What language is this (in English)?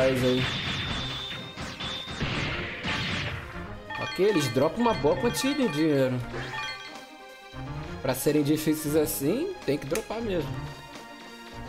Portuguese